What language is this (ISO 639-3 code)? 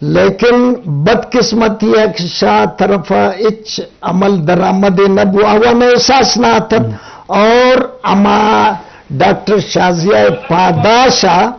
bgp